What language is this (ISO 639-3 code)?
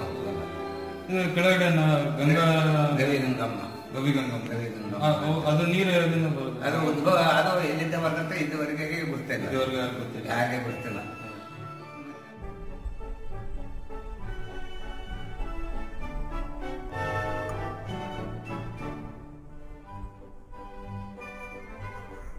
kan